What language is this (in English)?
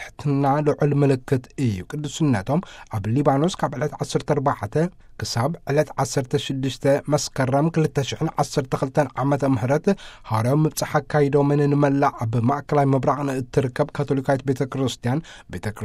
Tigrinya